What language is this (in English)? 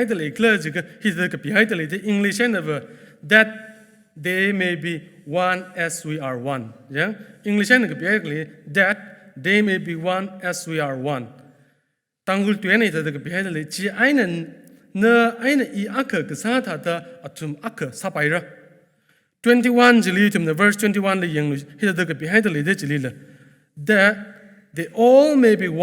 Tangkhul Naga (India)